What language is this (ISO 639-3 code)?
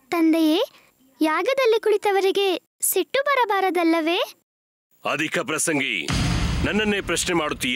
kan